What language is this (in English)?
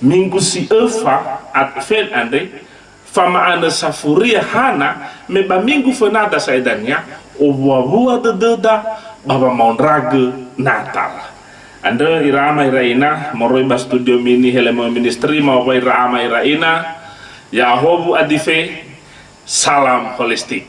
Nias